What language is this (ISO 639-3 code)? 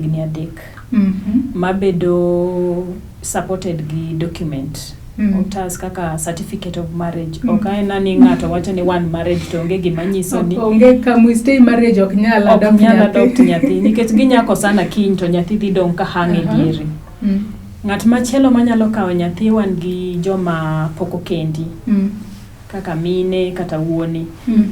luo